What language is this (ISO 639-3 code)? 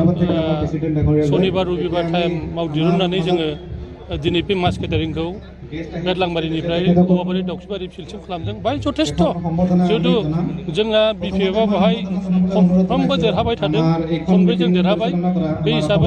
brx